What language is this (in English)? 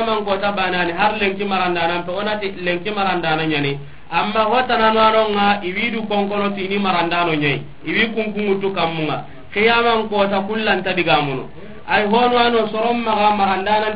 Soninke